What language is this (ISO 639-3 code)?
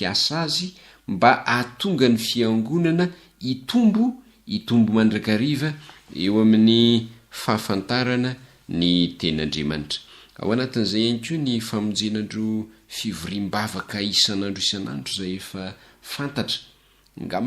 mlg